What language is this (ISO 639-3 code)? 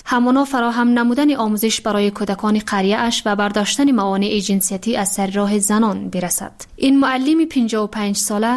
fas